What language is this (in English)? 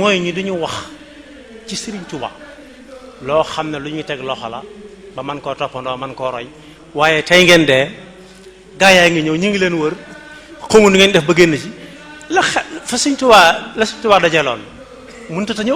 Wolof